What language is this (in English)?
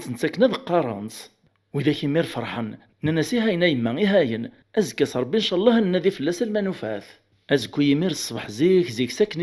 Kabyle